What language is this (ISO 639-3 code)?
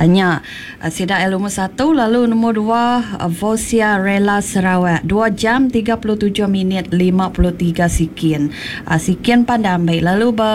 iba